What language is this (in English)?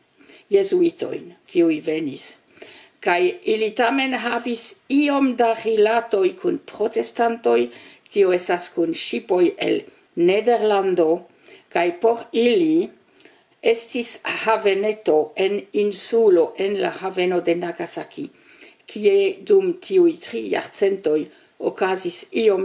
Esperanto